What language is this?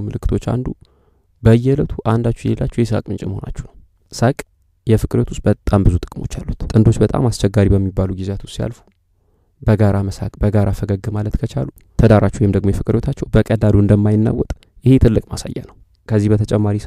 Amharic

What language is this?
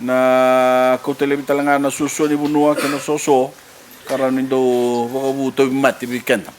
Fijian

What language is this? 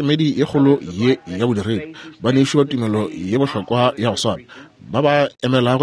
Northern Sotho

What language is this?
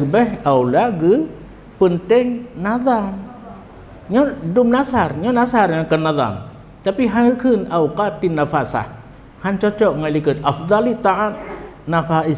Achinese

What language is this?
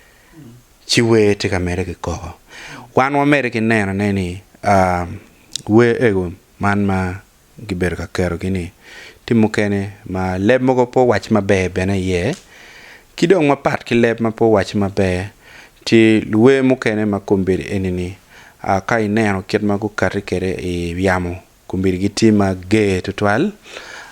Acoli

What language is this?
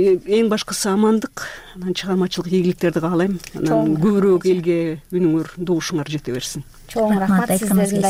Kyrgyz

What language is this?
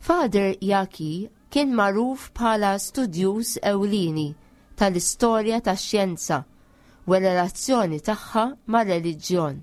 Maltese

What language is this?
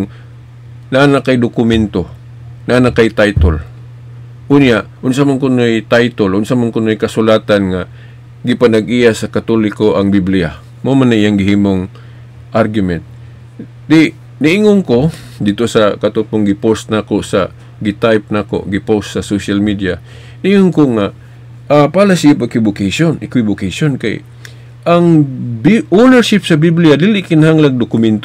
Cebuano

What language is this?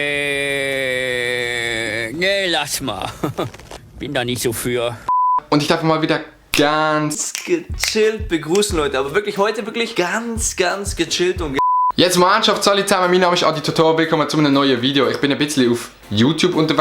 Swiss German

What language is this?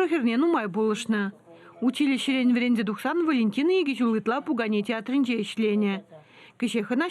Chuvash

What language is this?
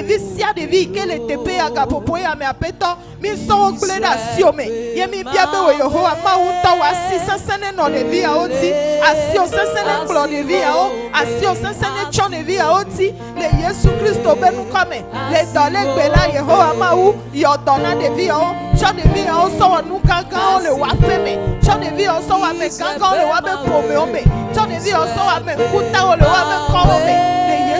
Ewe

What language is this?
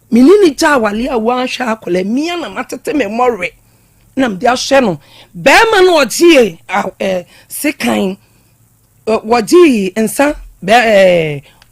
Akan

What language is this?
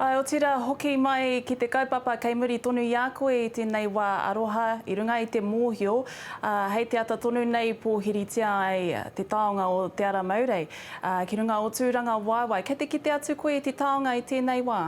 Māori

